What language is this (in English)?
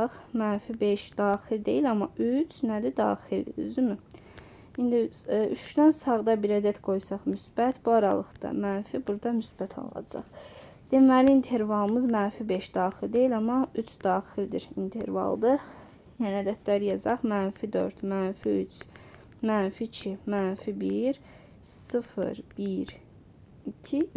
Azerbaijani